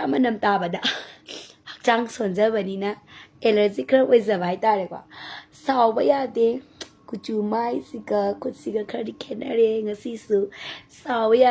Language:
Manipuri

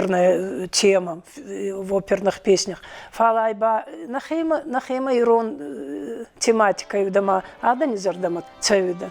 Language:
Ossetic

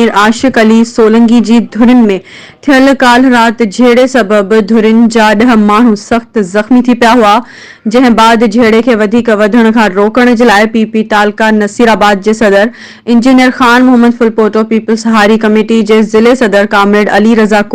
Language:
Sindhi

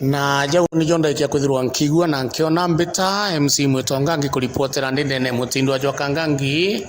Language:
Meru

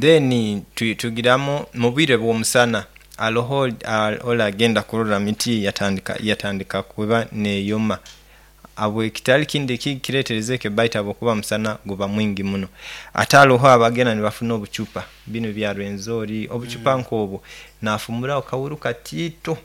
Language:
Nyoro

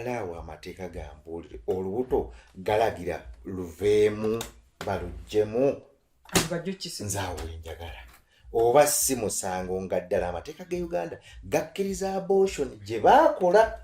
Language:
Ganda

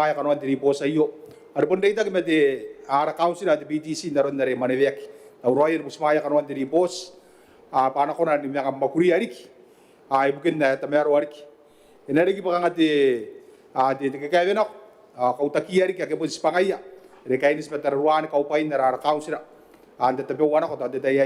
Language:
Gilbertese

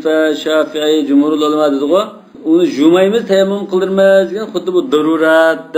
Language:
Uyghur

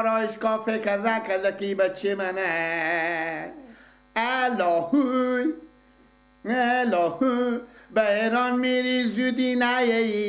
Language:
Persian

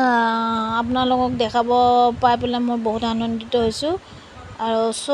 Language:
Assamese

